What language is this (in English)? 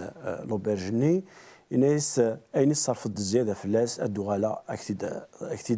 Kabyle